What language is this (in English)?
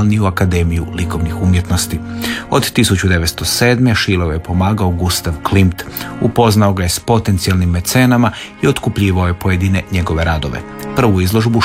Croatian